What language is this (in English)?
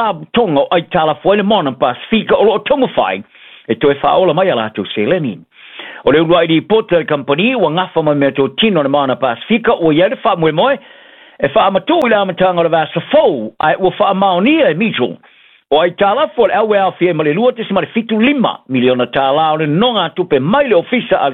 Samoan